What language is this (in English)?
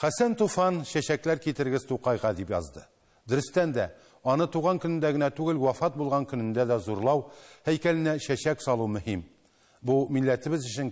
Tatar